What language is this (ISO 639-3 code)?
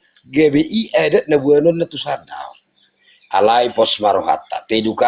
bbc